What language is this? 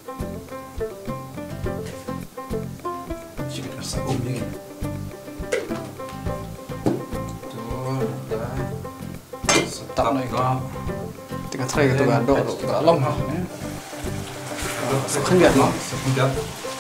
Khasi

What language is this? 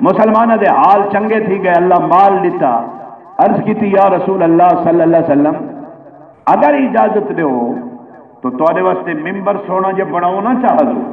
Saraiki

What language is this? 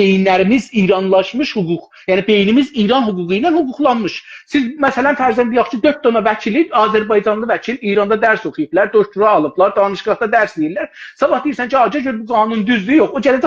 South Azerbaijani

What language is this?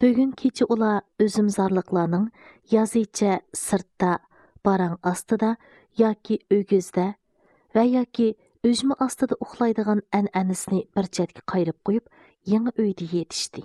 Uyghur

